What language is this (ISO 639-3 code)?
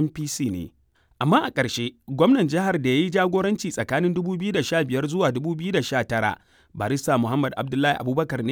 hau